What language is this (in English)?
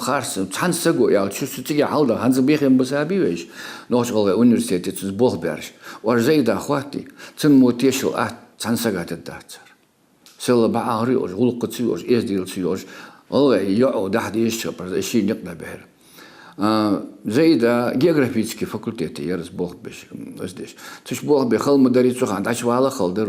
Ingush